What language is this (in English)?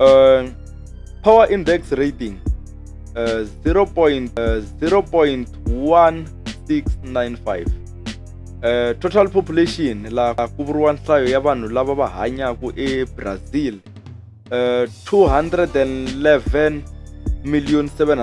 Tsonga